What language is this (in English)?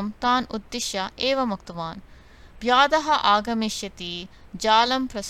Sanskrit